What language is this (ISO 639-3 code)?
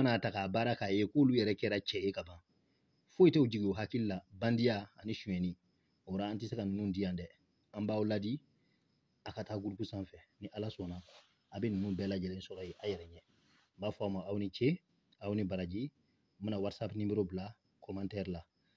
bam